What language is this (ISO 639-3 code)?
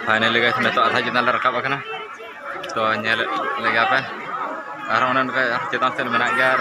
sat